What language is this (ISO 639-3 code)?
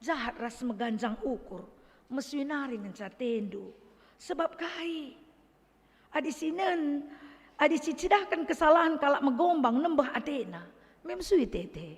btx